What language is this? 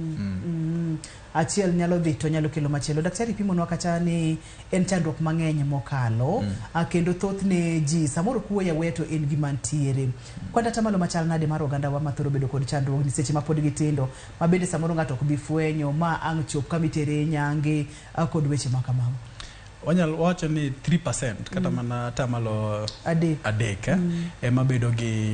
Luo (Kenya and Tanzania)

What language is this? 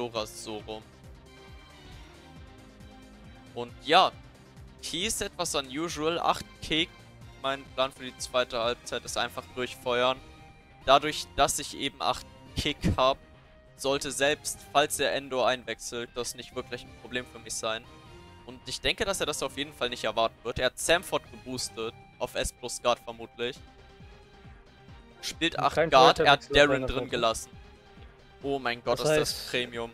German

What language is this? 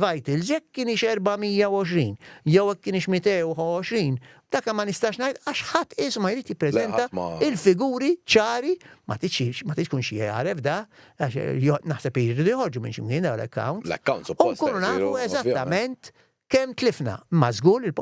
Maltese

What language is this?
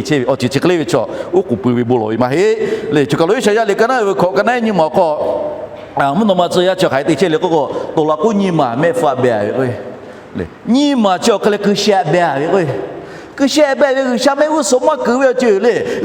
Lahu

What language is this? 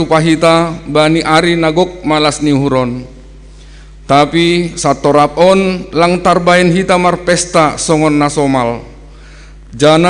Batak Simalungun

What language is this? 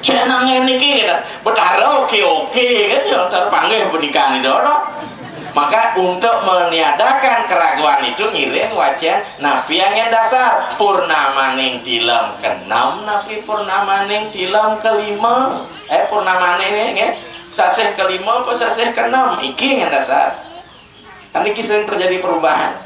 Balinese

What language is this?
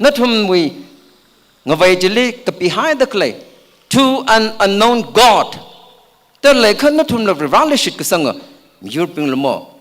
Tangkhul Naga (India)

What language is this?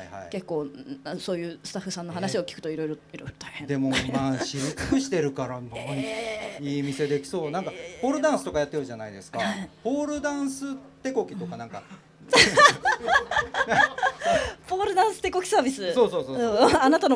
Japanese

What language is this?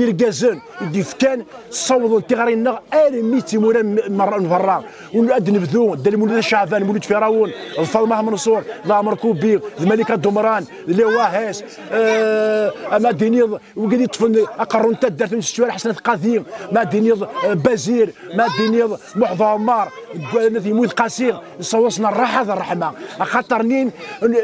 Kabyle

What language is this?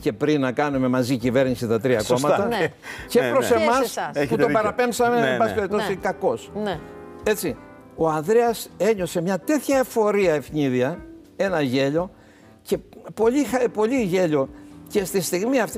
Greek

